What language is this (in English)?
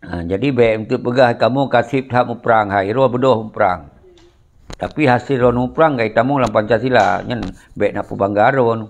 Achinese